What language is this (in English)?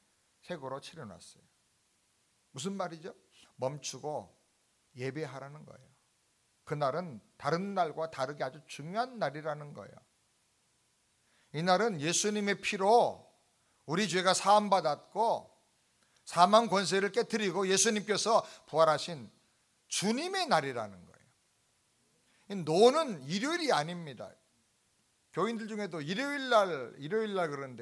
Korean